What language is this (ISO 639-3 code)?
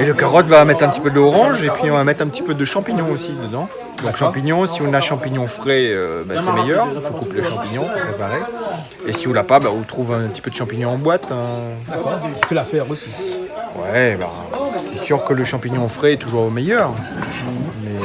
rcf